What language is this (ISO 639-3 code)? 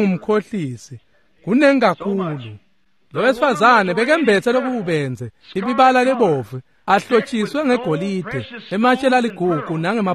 ssw